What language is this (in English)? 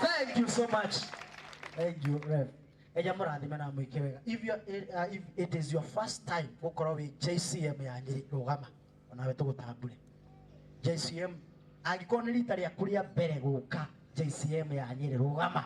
Kikuyu